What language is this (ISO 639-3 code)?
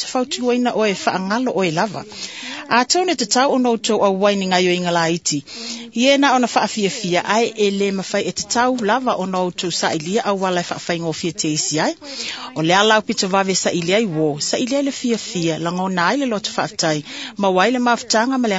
smo